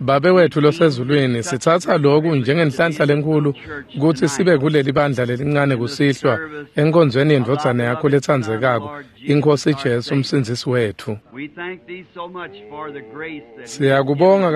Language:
Swati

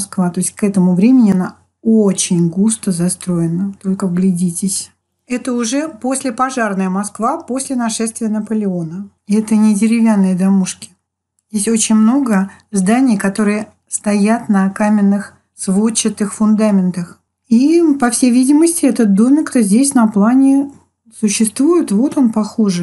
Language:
Russian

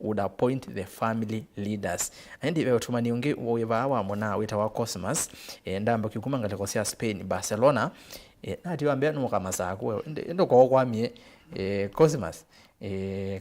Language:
Kamba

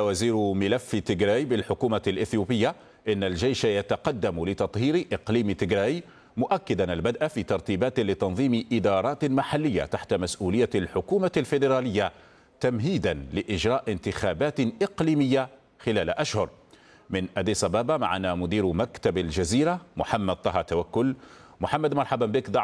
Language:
Arabic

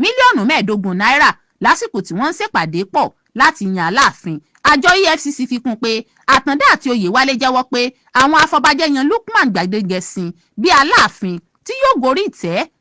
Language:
Yoruba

